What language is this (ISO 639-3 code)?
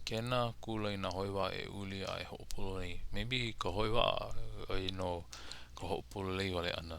haw